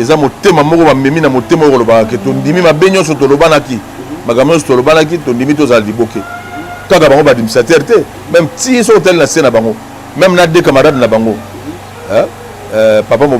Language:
Lingala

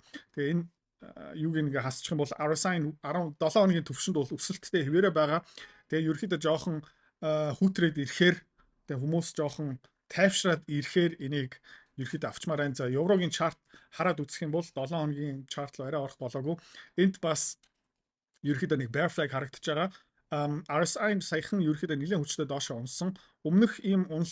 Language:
Mongolian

